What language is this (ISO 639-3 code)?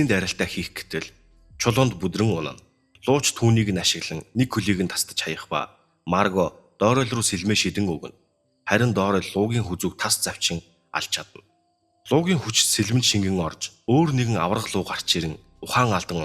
mon